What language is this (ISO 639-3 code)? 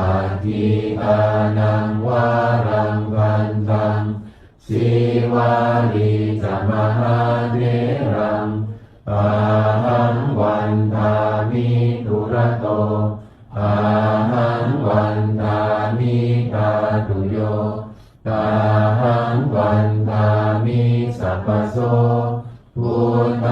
pli